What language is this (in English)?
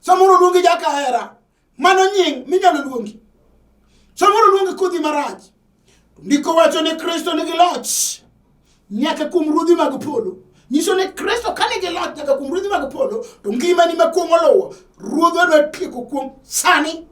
Luo (Kenya and Tanzania)